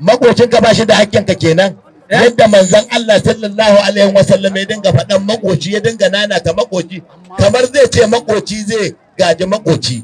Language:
Hausa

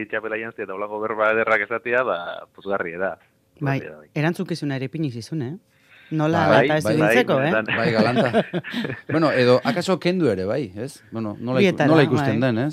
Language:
Basque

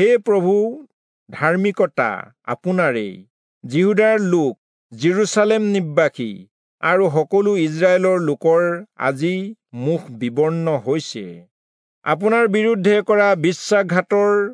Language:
Assamese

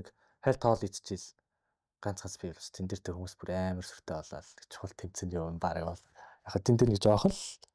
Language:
Mongolian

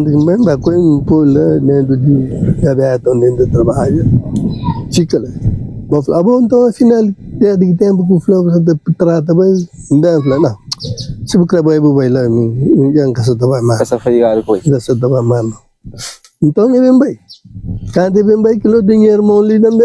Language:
Kabuverdianu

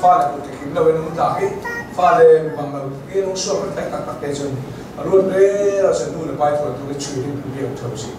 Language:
Hakha Chin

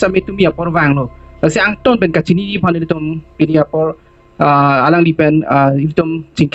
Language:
Karbi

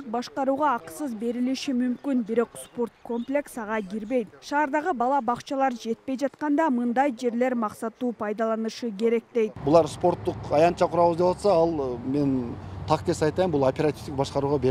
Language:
Kyrgyz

